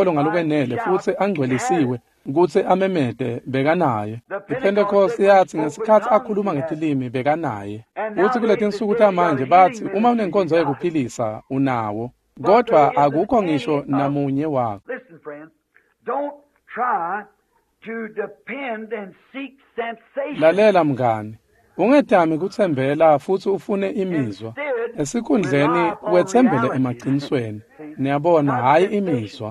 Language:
Swati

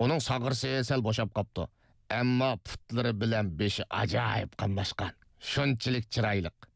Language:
Uyghur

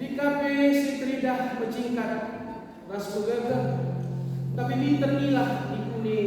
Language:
Batak Karo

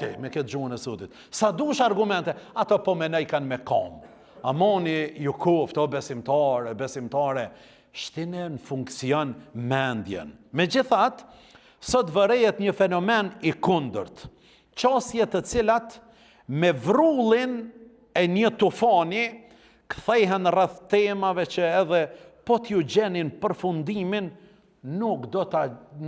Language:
Albanian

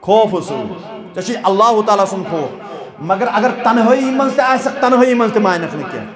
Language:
Kashmiri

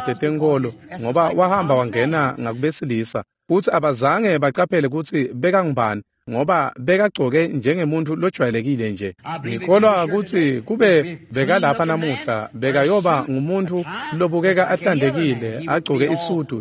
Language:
Swati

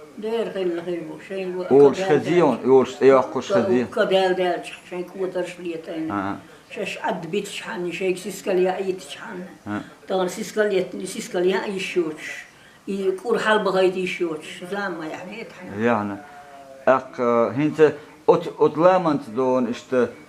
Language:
Chechen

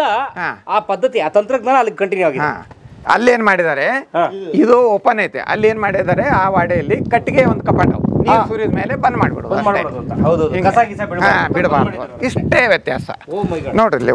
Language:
Kannada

